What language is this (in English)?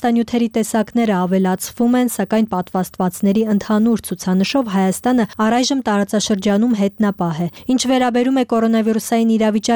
Armenian